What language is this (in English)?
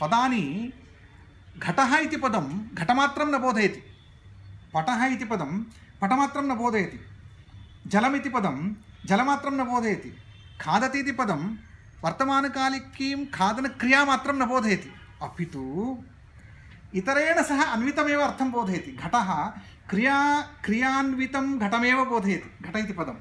Sanskrit